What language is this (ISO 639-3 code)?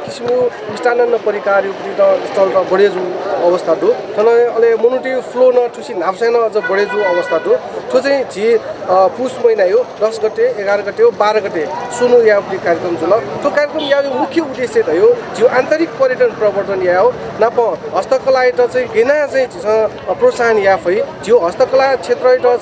new